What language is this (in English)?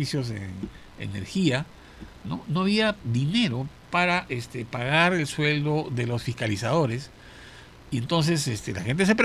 Spanish